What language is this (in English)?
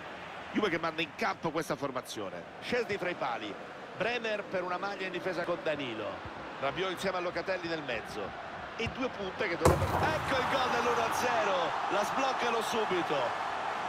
Italian